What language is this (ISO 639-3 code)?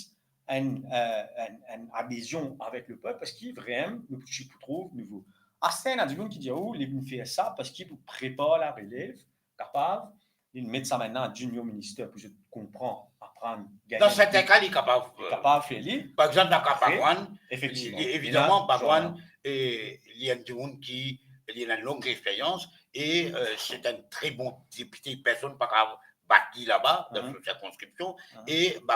mfe